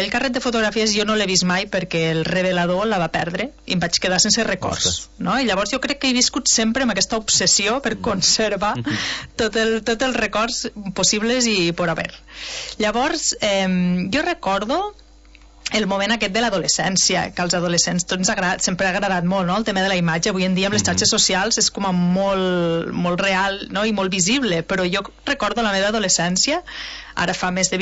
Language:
Catalan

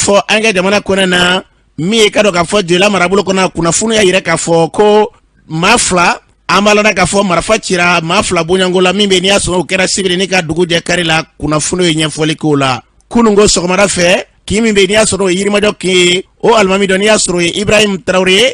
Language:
Bambara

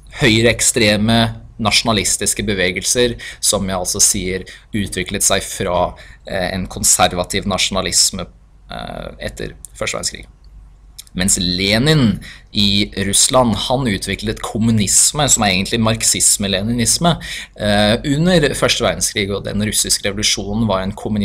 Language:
Norwegian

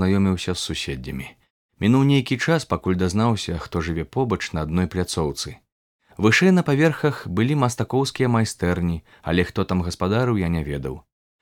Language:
Belarusian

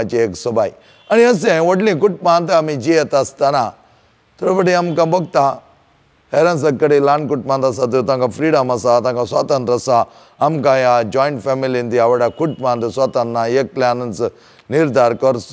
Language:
Konkani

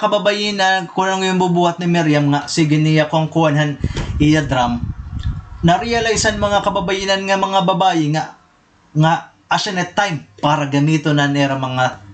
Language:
Waray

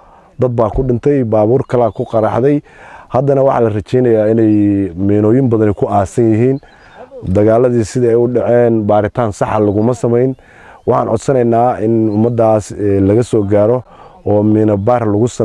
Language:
Somali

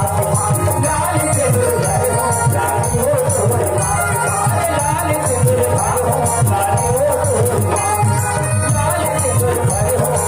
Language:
Chhattisgarhi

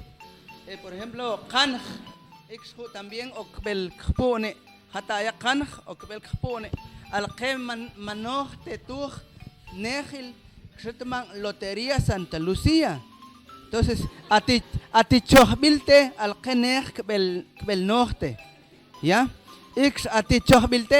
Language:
Mam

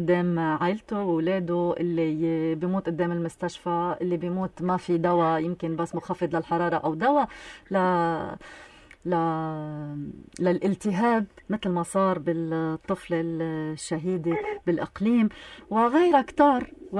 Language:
North Levantine Arabic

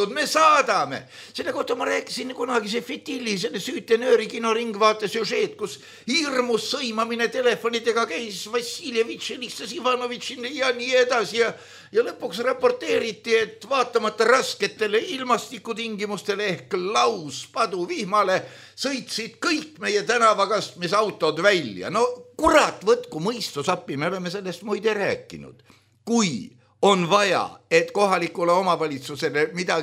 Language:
Estonian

